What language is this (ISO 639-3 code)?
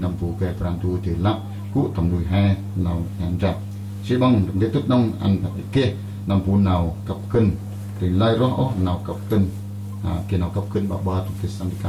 cmo